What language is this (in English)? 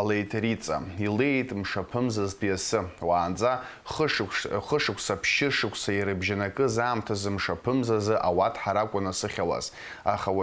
Abkhazian